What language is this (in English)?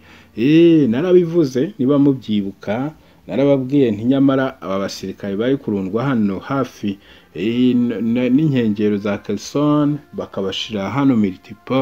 Kinyarwanda